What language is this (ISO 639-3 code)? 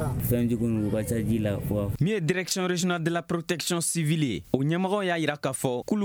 bam